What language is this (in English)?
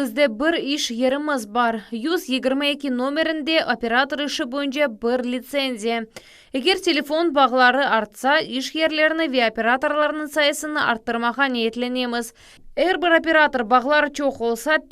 Crimean Tatar